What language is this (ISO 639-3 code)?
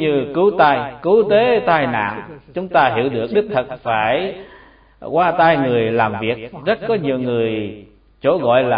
vie